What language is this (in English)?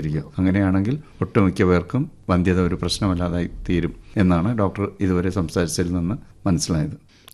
Malayalam